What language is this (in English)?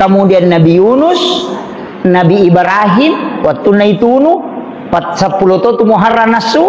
Buginese